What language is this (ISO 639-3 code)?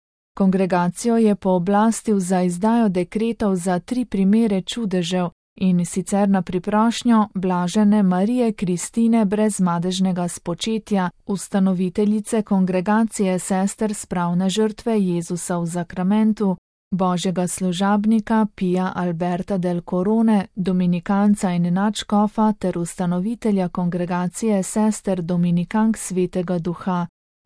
slv